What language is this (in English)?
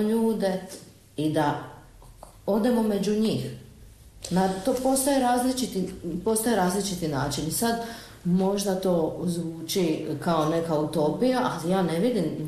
Croatian